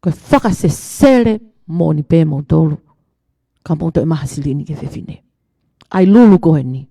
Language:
Tongan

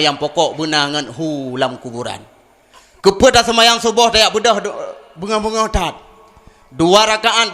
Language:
Achinese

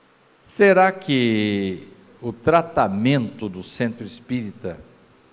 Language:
Portuguese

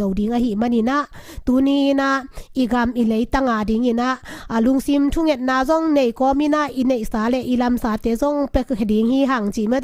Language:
Tedim Chin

